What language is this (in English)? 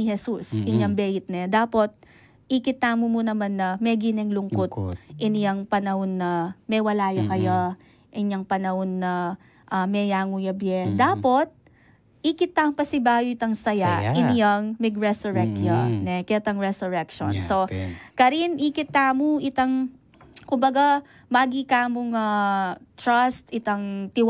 Pampanga